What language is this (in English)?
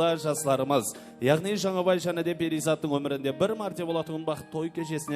Kara-Kalpak